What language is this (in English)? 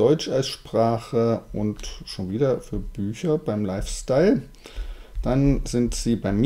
German